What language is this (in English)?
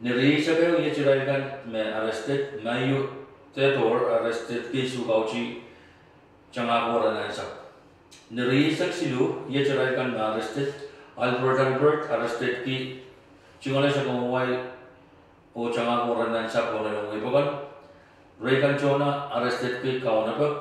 Pohnpeian